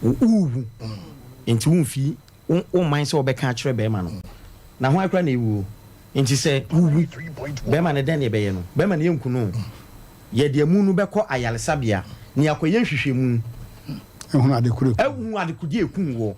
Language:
Akan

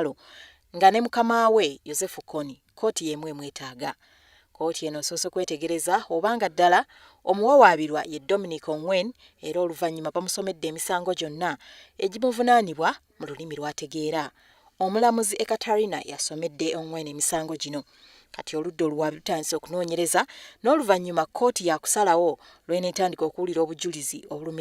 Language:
Ganda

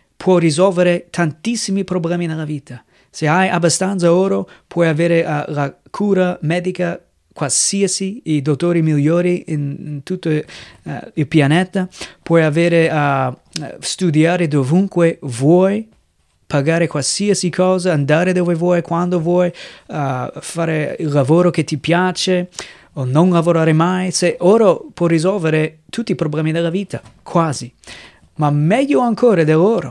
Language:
Italian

